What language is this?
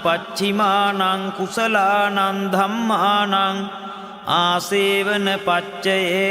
Pali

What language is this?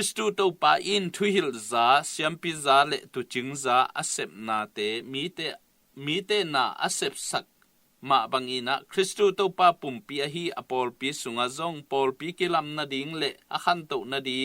Tedim Chin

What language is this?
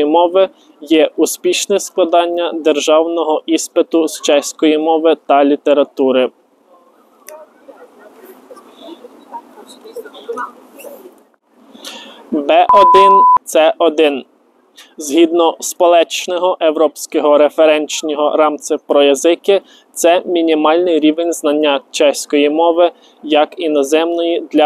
Ukrainian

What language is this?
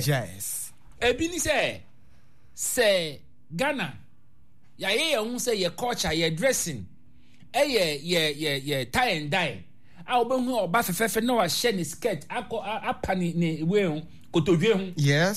Akan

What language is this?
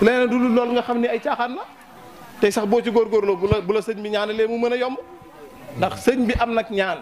Wolof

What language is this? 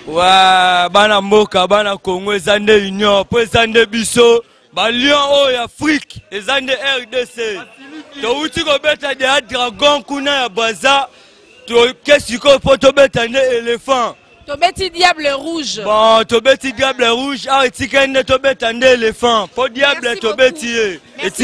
Lingala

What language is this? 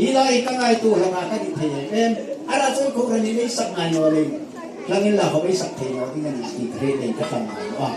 Mizo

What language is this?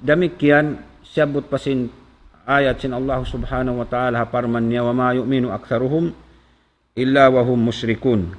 Tausug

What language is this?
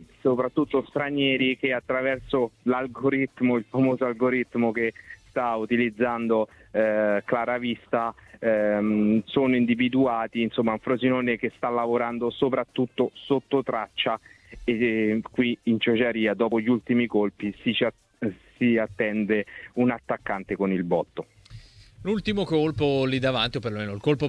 Italian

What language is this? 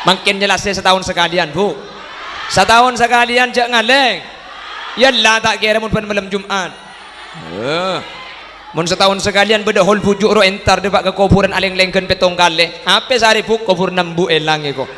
Madurese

